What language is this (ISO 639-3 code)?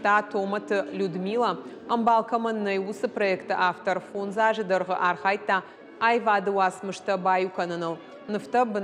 oss